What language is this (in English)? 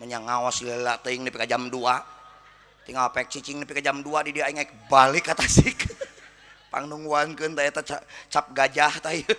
Sundanese